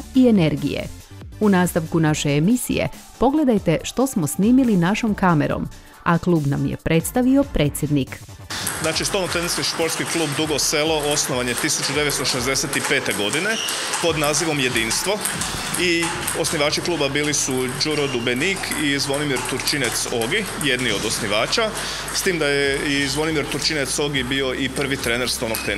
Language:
Croatian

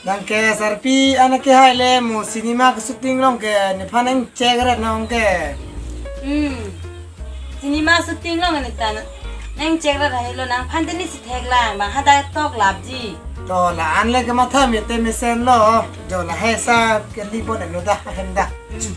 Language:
Karbi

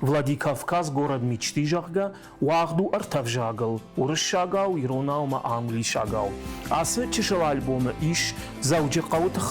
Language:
Ossetic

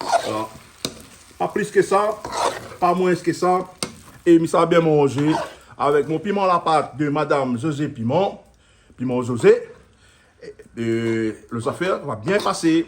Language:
Réunion Creole French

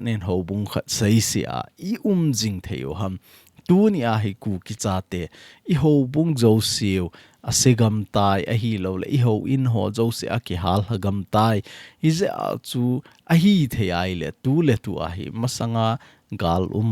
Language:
Thado Chin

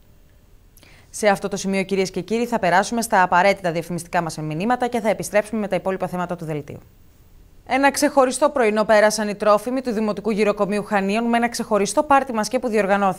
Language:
Greek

